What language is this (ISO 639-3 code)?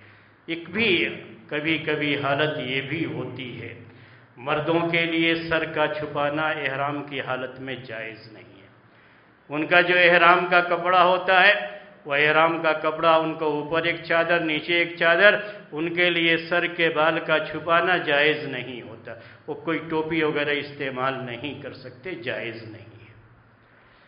urd